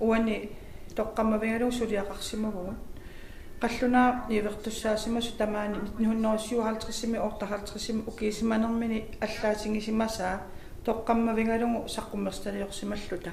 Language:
Kalaallisut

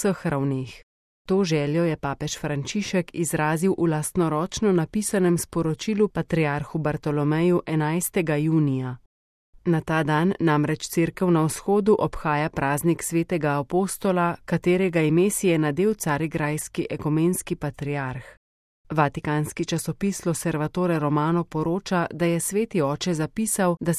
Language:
Slovenian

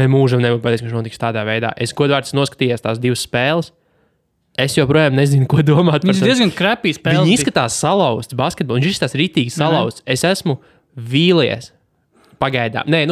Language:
Latvian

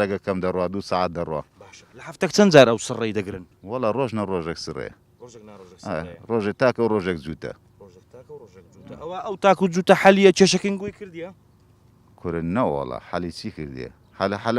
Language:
Central Kurdish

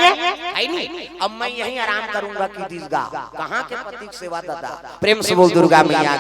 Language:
Chhattisgarhi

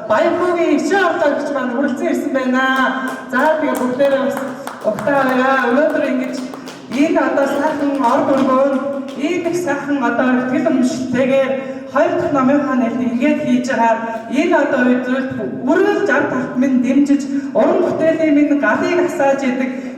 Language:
Mongolian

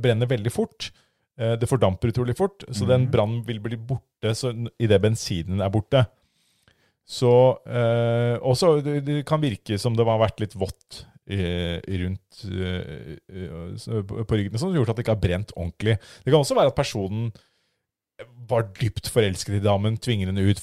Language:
Norwegian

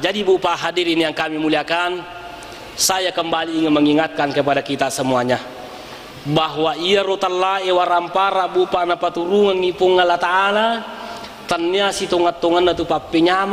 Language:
Buginese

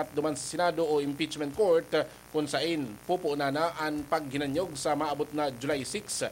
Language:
Bikol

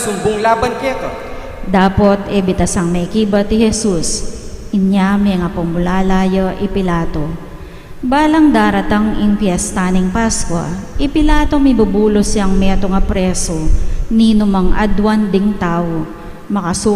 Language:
Pampanga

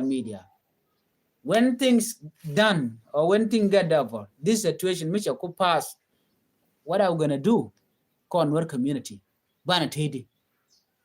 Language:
Nuer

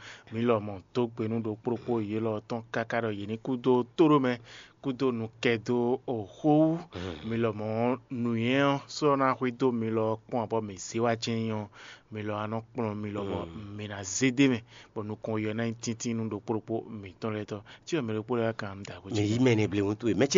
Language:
Fon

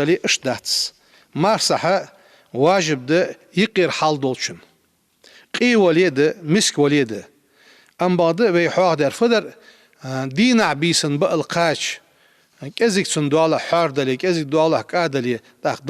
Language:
Ingush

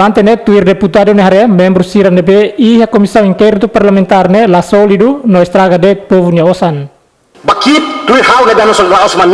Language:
Tetum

